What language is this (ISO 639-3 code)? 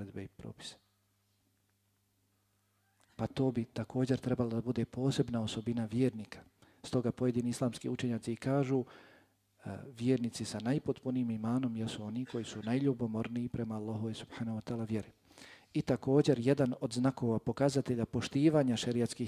bos